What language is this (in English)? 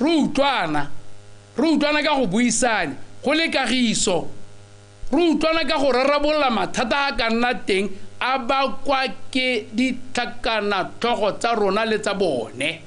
Tswana